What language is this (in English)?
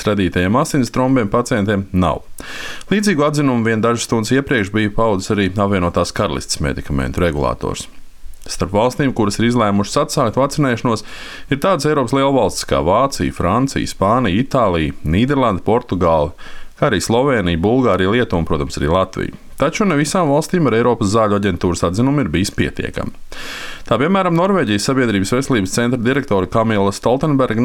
Latvian